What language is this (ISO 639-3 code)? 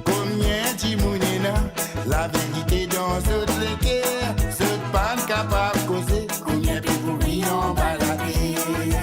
mfe